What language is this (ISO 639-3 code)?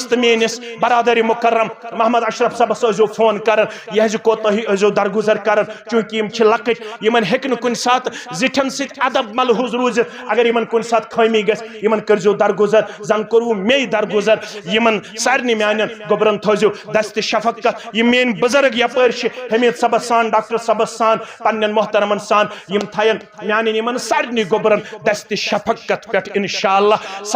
kas